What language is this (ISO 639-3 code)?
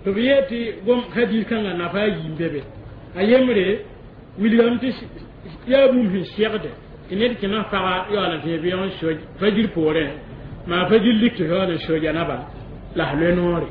mos